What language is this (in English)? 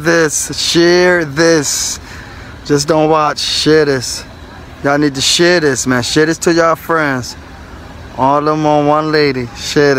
English